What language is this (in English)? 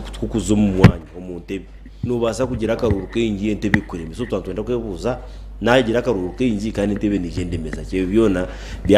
Nyankole